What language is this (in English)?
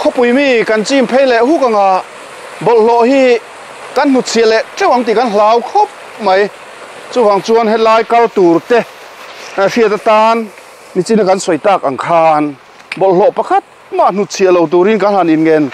Mizo